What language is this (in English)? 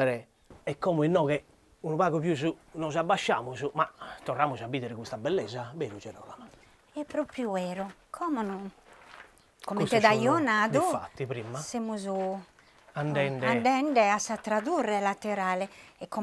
Sardinian